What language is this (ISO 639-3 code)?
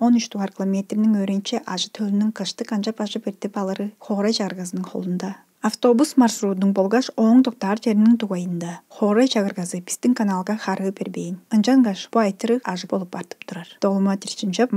tyv